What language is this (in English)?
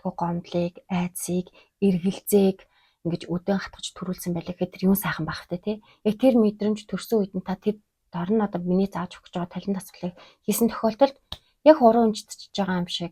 Mongolian